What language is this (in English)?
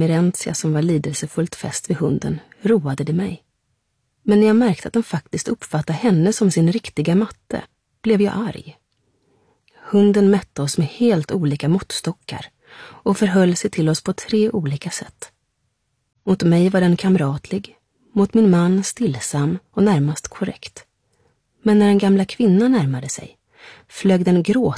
Swedish